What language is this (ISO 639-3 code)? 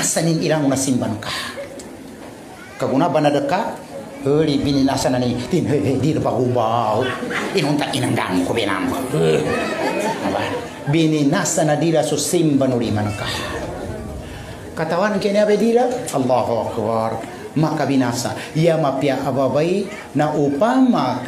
mdh